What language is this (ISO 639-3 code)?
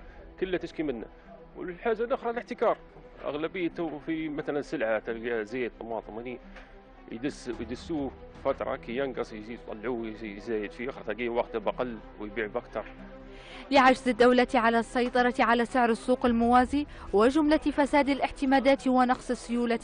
ayl